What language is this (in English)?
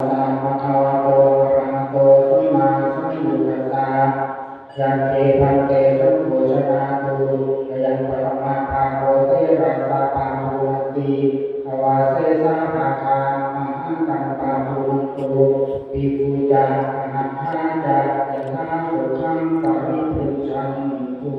Pali